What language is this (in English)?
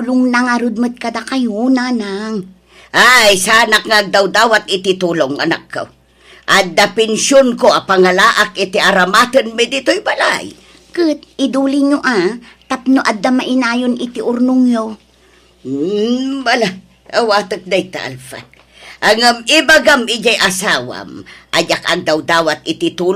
Iloko